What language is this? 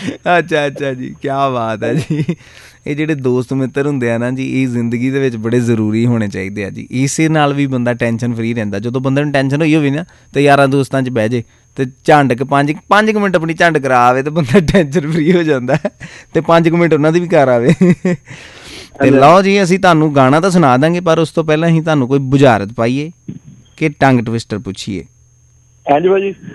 Punjabi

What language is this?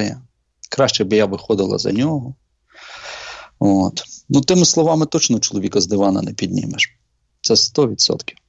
Ukrainian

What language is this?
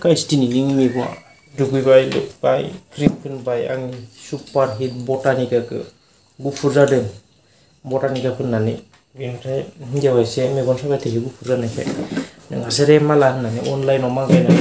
Bodo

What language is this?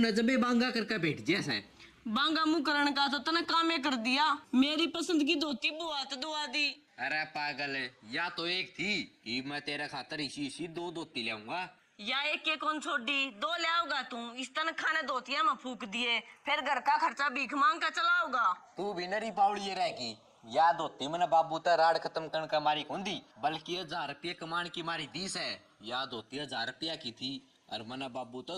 Haryanvi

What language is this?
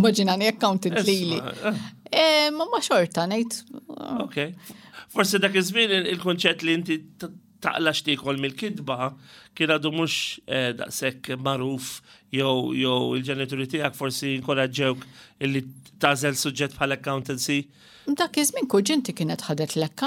Maltese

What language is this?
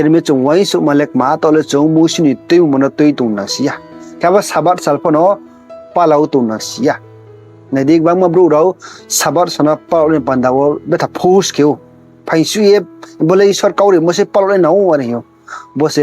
Riang (India)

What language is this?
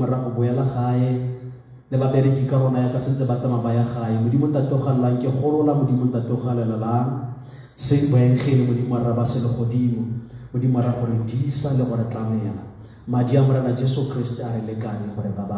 Tswana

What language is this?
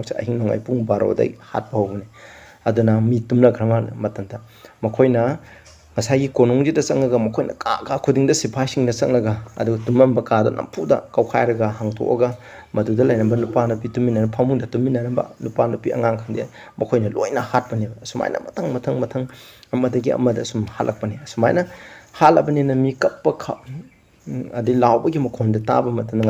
Manipuri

